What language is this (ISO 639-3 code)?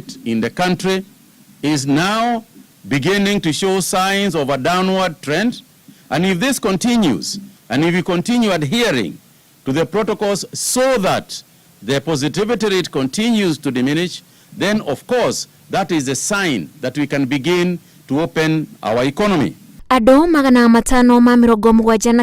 kik